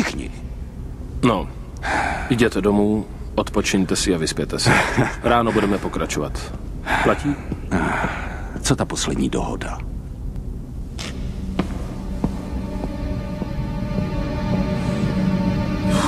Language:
Czech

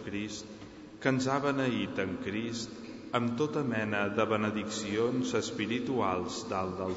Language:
Catalan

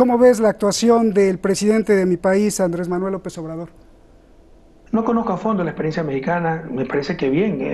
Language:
Spanish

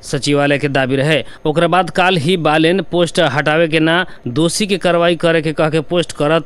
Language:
Bhojpuri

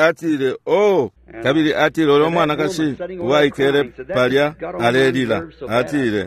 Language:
Bemba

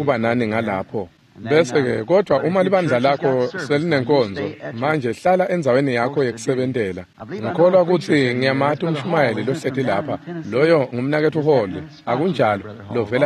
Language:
Swati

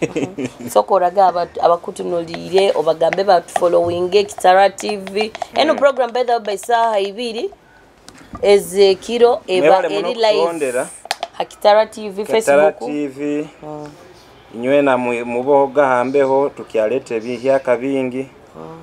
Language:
Nyoro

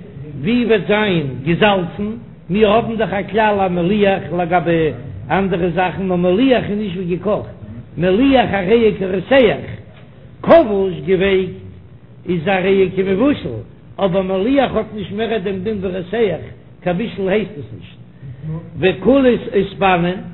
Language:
Yiddish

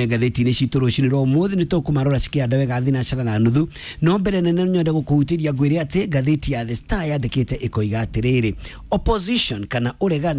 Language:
Kikuyu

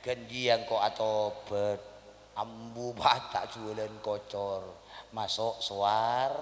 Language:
Madurese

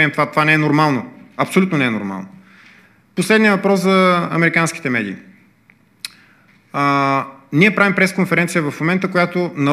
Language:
Bulgarian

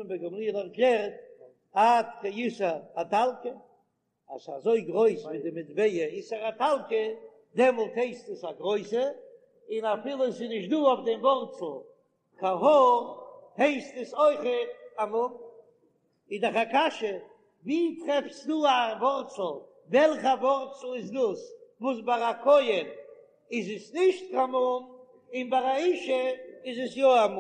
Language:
Yiddish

